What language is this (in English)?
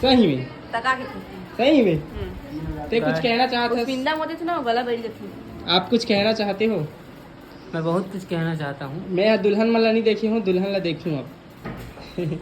Chhattisgarhi